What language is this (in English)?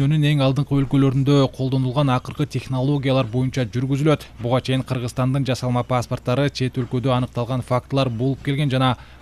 Kyrgyz